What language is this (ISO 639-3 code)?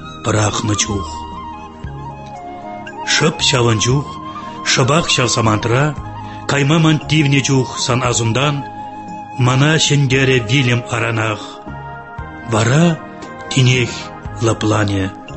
tat